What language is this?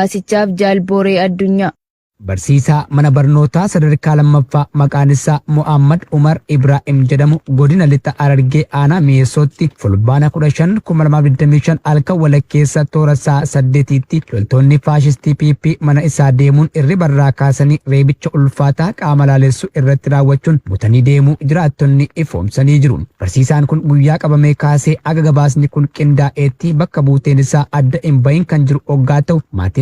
Oromo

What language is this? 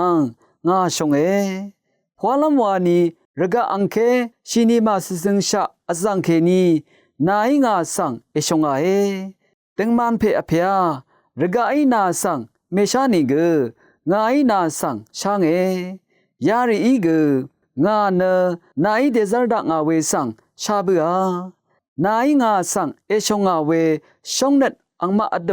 Rawang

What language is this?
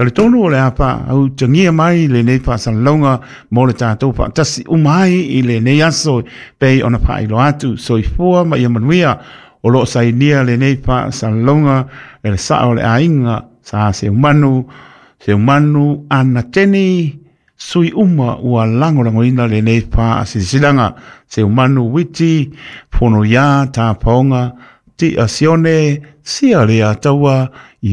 Samoan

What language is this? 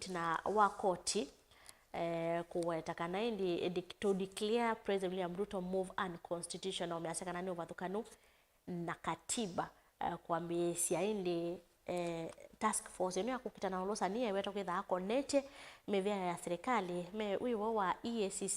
Kamba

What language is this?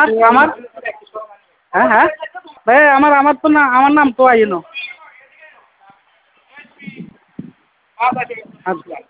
Bangla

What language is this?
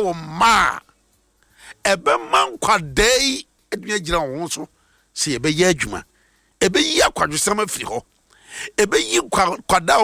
Akan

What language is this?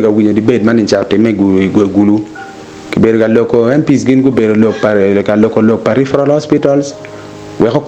Acoli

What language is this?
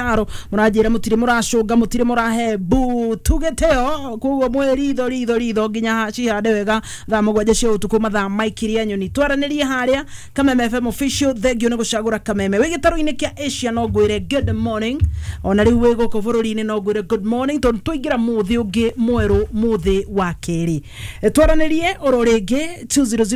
Kikuyu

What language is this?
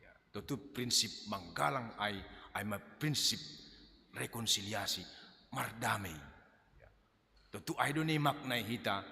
Batak Simalungun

